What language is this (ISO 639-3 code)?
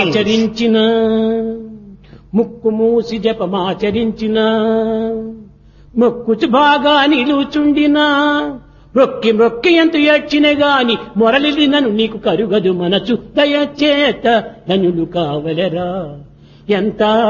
tel